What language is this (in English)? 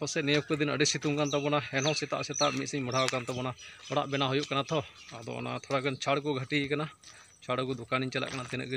Santali